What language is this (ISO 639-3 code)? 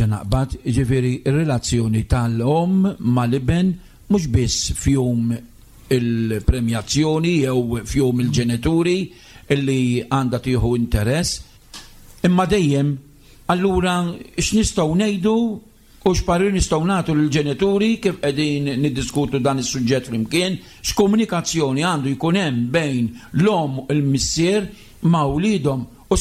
mlt